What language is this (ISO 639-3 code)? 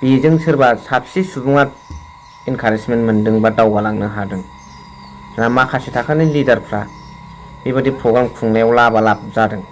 brx